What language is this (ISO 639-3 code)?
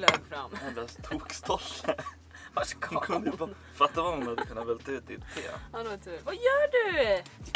swe